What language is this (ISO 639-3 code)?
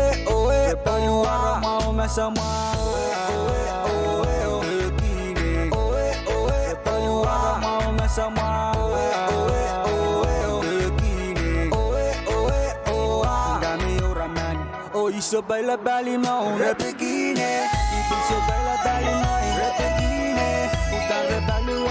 pon